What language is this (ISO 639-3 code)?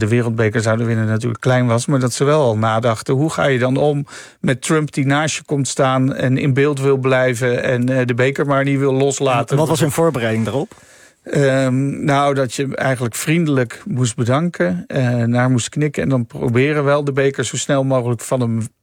nld